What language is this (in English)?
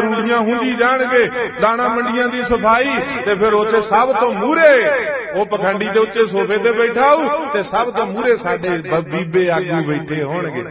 Punjabi